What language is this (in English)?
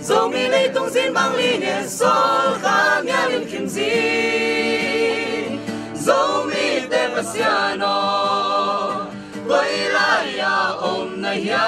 Tedim Chin